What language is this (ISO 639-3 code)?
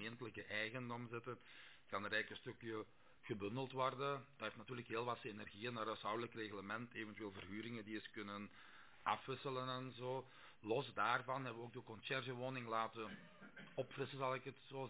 nld